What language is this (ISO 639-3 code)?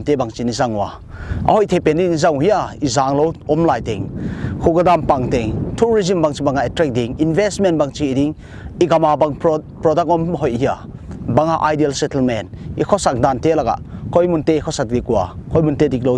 pck